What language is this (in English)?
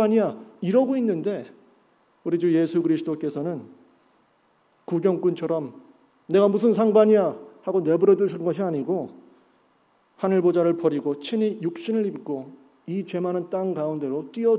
Korean